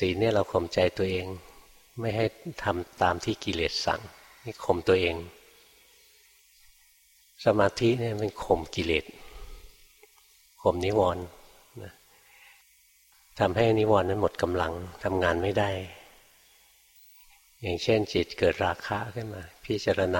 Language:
Thai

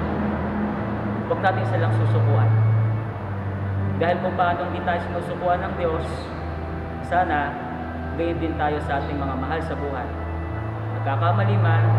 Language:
Filipino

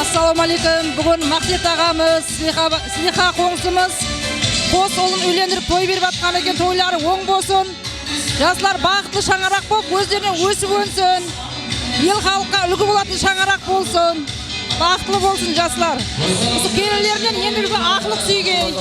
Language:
Kara-Kalpak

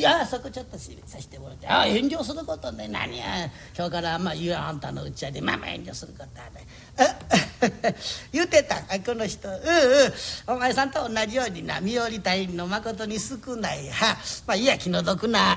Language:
Japanese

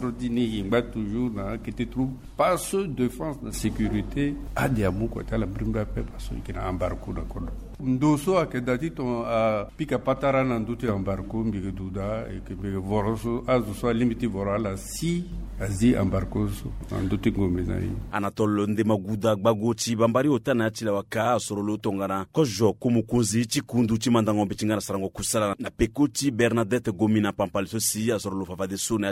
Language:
Sango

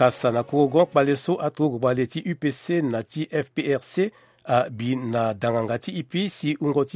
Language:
Sango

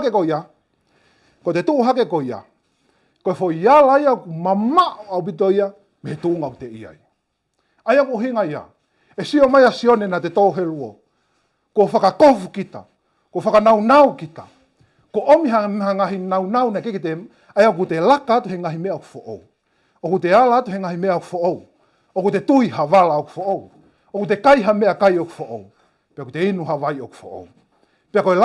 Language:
Tongan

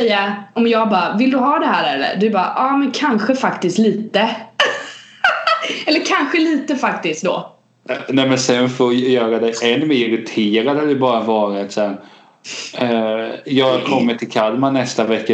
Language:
Swedish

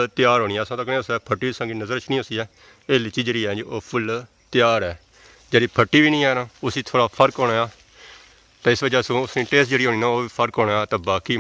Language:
Pahari-Potwari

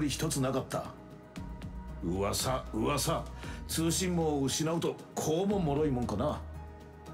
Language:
Japanese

